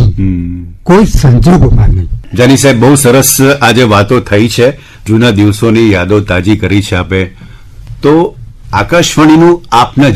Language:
Gujarati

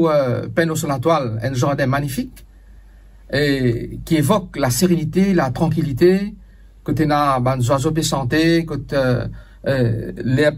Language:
Morisyen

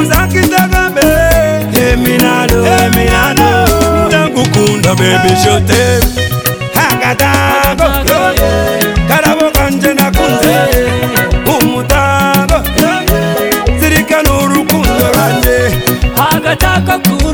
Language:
Kinyarwanda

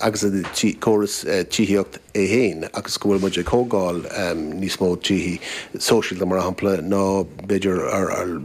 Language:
Irish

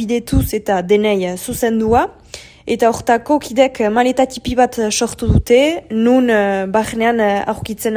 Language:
Basque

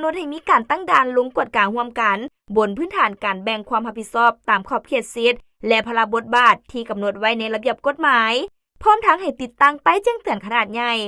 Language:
Lao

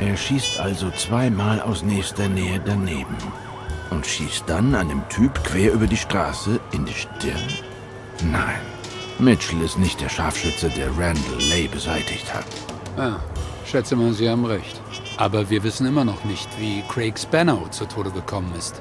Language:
Swiss German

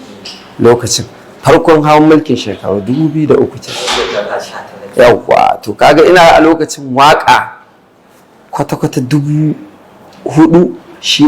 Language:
Hausa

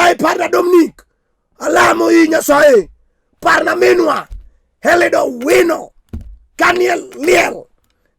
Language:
Luo (Kenya and Tanzania)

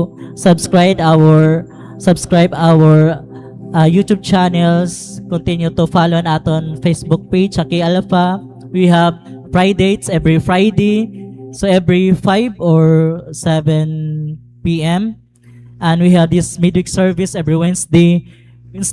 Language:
Waray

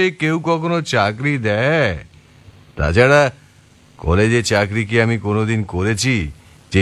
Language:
Bangla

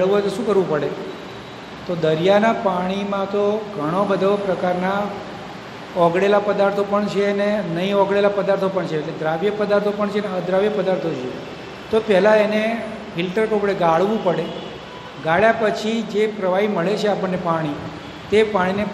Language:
Gujarati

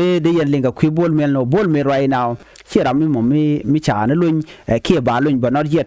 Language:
Nuer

